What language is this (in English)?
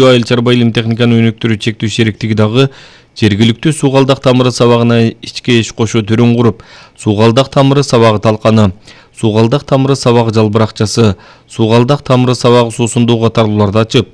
Kyrgyz